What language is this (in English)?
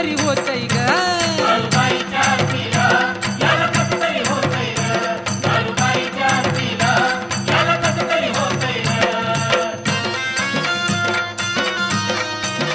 Marathi